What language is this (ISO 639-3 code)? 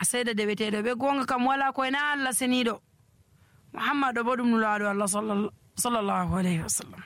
fuv